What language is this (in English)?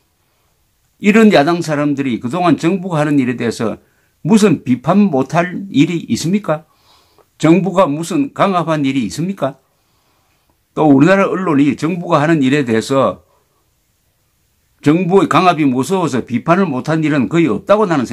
Korean